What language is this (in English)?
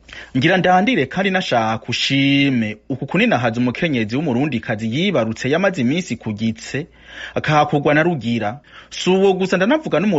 Rundi